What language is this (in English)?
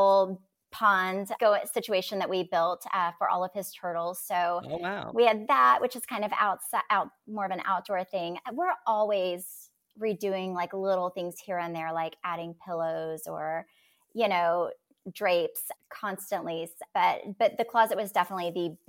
English